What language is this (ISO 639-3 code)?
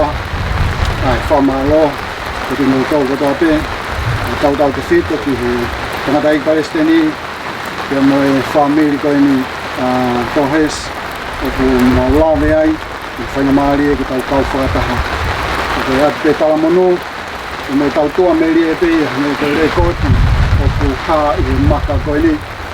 ton